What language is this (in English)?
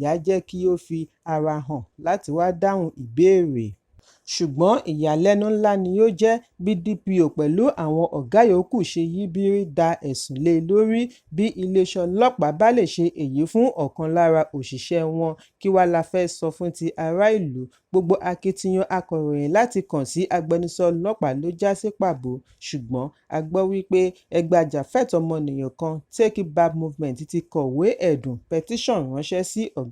Yoruba